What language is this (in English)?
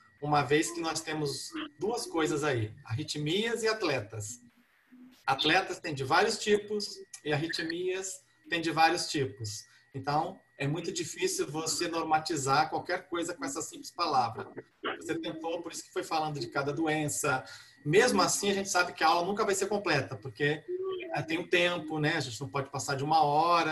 Portuguese